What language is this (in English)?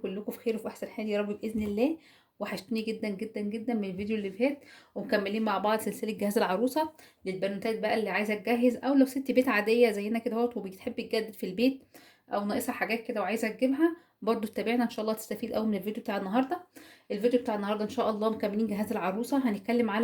Egyptian Arabic